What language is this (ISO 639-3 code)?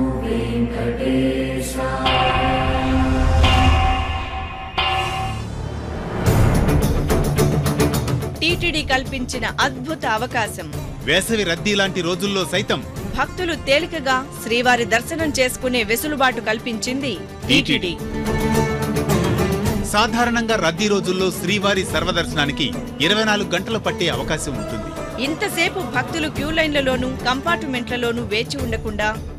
tel